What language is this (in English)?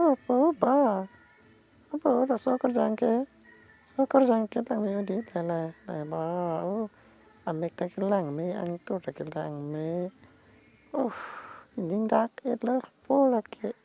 Karbi